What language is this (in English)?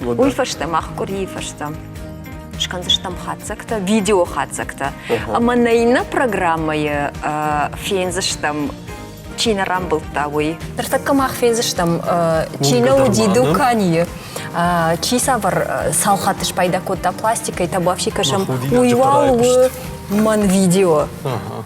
Ossetic